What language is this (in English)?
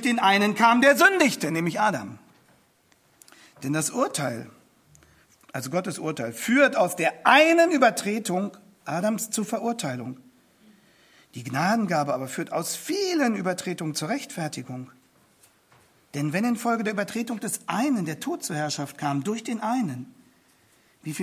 German